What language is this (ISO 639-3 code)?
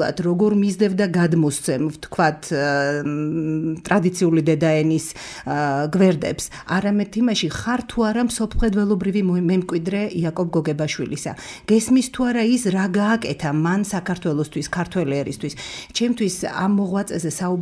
kat